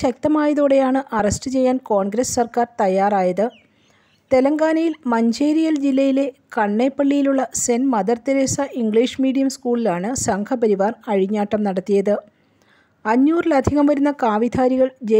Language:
Malayalam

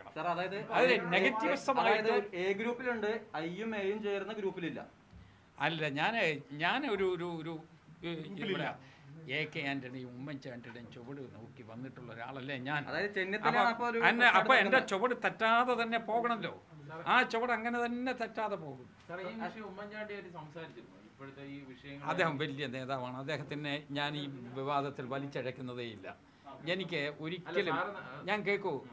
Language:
Malayalam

